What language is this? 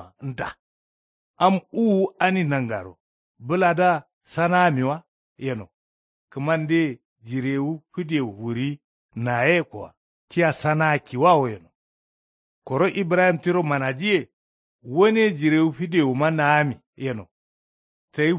Kanuri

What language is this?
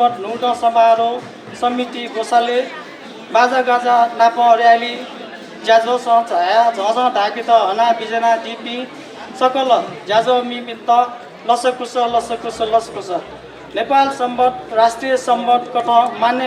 Newari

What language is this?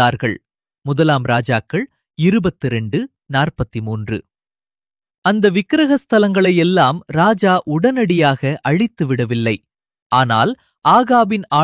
Tamil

